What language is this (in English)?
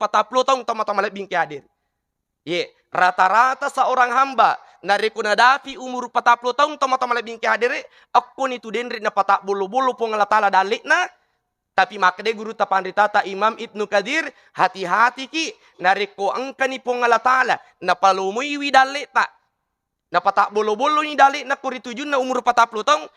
Buginese